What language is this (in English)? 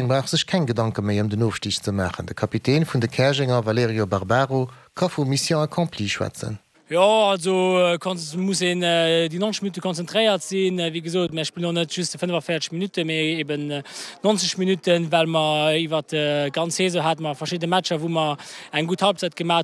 Luxembourgish